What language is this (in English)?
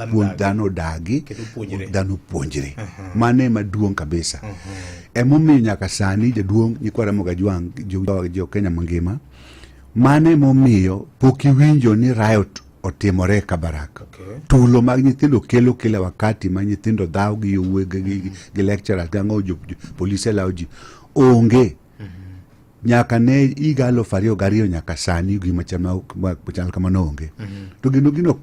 Luo (Kenya and Tanzania)